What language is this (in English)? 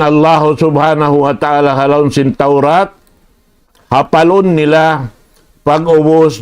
Tausug